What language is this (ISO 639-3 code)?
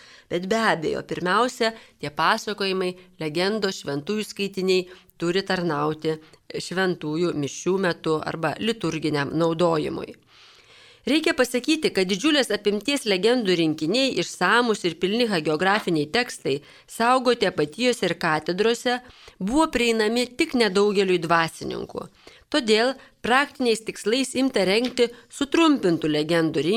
lit